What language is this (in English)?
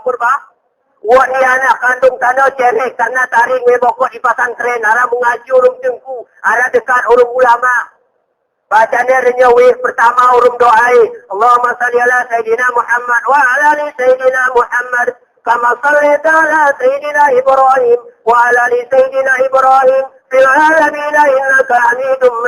Gayo